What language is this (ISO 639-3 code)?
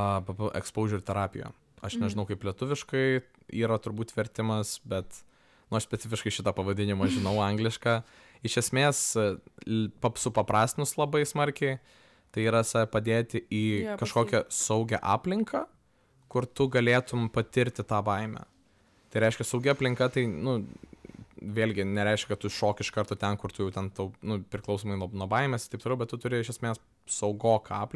lit